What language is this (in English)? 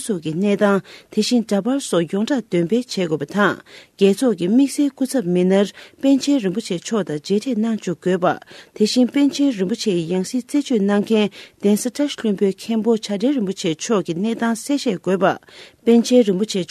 Tibetan